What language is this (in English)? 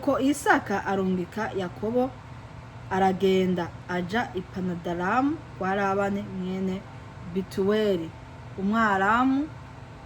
Rundi